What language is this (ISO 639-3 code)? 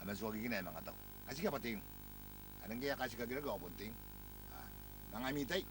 gil